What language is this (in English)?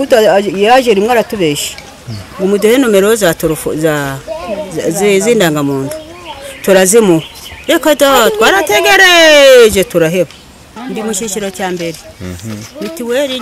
Kinyarwanda